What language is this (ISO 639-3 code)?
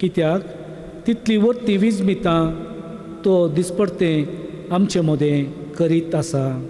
kok